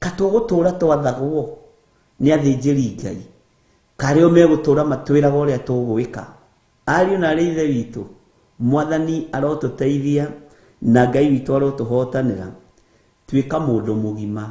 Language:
Kikuyu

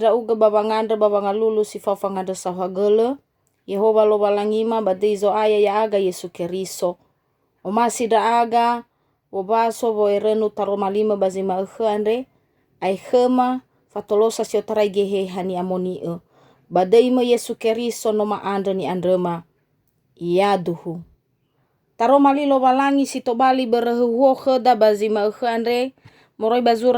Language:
Nias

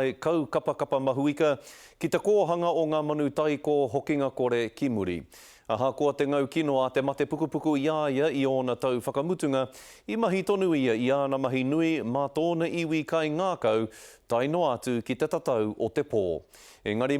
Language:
Māori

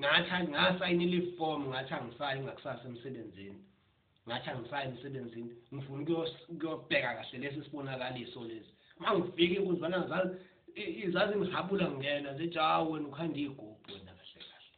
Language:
Zulu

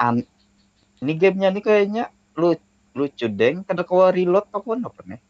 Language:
Banjar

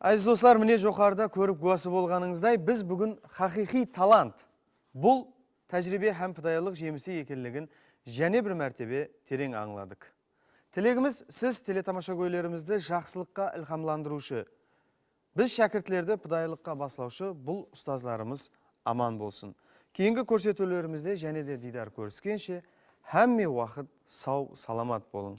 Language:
Kara-Kalpak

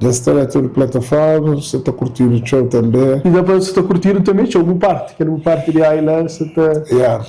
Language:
Kabuverdianu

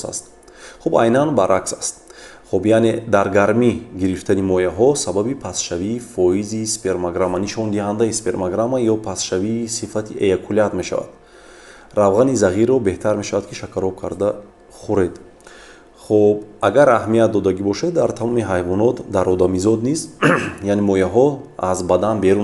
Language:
Tajik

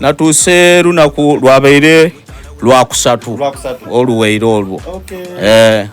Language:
Soga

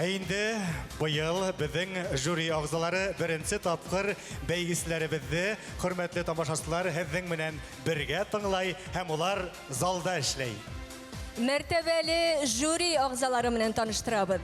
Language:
Bashkir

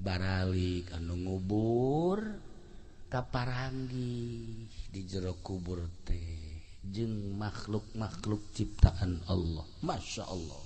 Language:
Sundanese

